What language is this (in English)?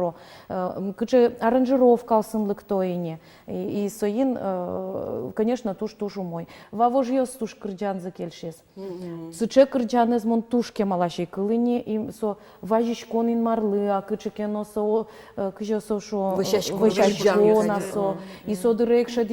Udmurt